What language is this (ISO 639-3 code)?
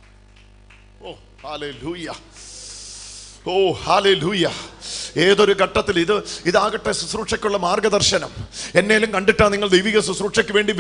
mal